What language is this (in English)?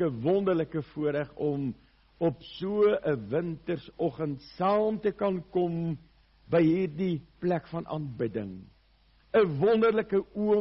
Afrikaans